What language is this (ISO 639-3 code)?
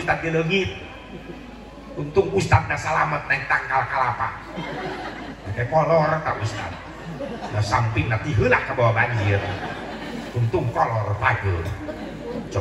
sun